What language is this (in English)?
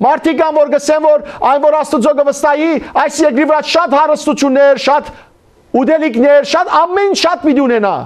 Western Armenian